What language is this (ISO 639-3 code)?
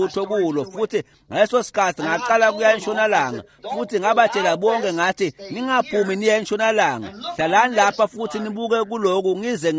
ssw